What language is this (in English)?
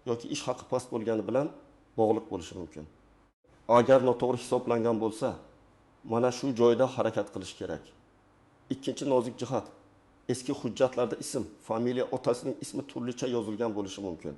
Uzbek